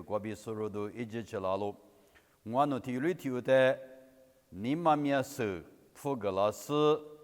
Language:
Lisu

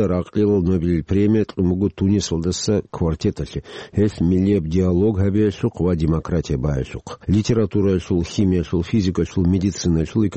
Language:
Avaric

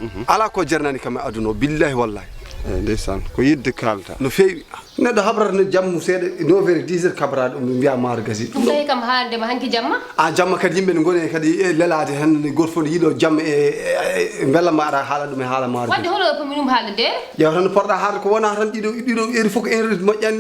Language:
Fula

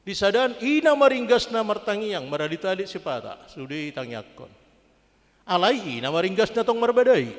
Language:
Batak Toba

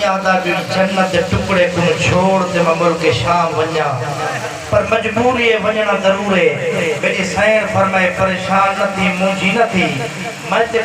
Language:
Saraiki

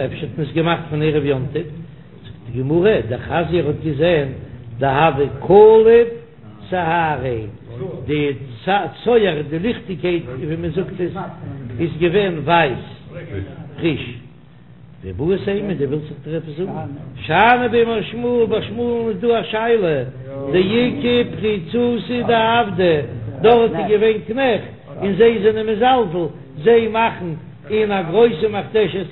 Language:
Yiddish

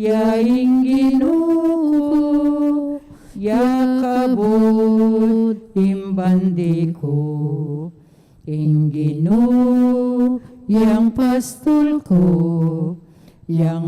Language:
Pampanga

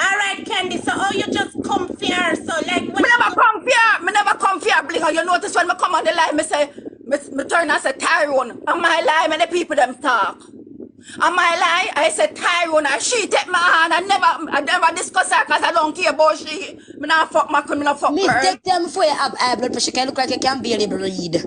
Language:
Jamaican Creole English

